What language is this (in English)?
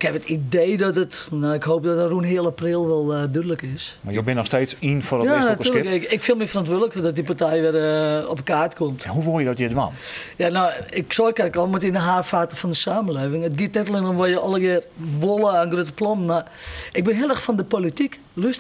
Western Frisian